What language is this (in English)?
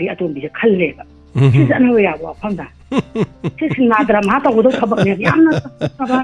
Manipuri